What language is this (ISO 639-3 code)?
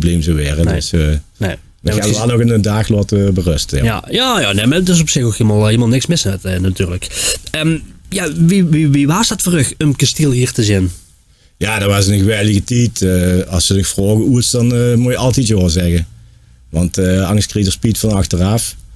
lim